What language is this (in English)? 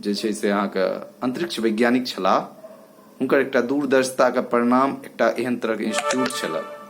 Maithili